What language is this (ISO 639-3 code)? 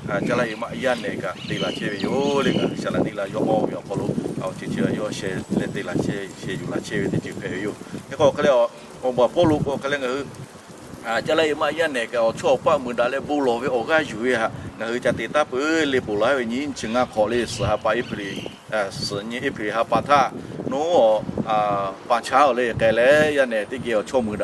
lhu